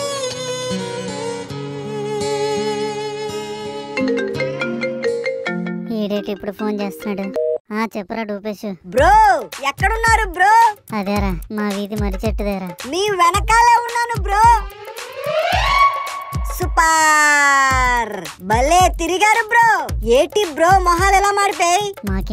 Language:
Telugu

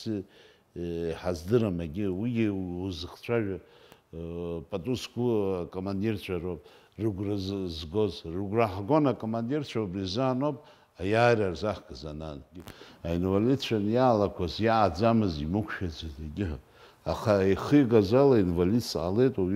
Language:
Abkhazian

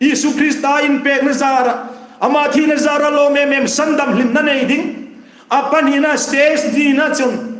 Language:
Hmar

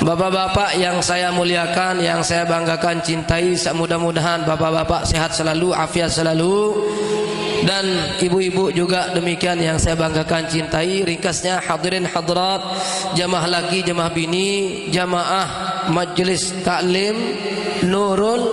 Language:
Sasak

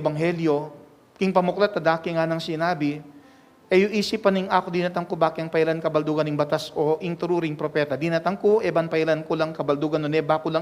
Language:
Pampanga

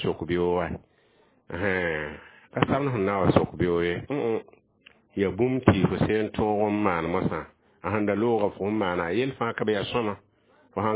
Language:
Mossi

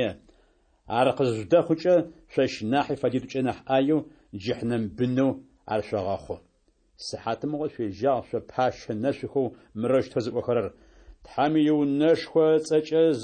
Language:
Adyghe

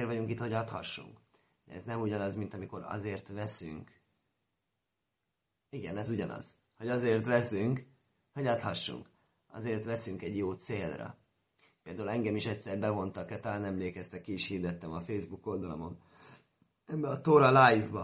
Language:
Hungarian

